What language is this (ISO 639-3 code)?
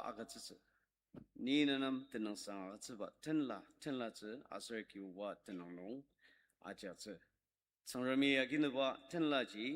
njo